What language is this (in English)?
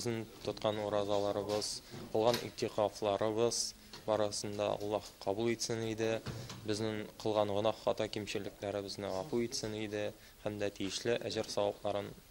Tatar